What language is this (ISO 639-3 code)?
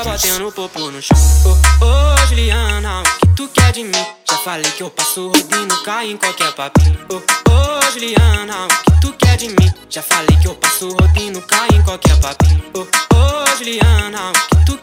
por